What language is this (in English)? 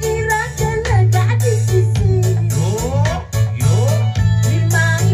Balinese